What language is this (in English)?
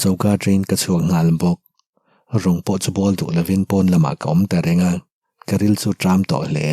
Mizo